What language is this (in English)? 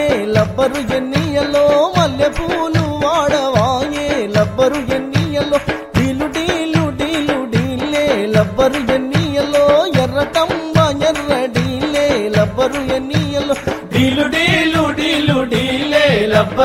Telugu